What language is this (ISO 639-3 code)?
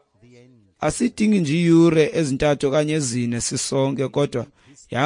xho